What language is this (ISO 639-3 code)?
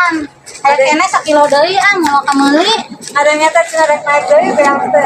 sun